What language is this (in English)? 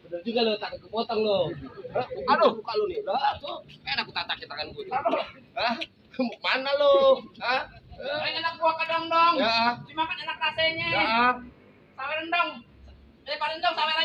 Betawi